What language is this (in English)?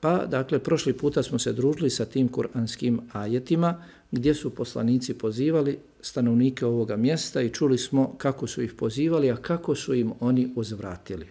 Bosnian